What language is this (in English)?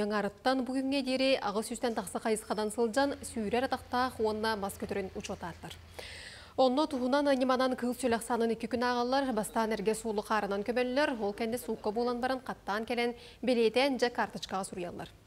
Yakut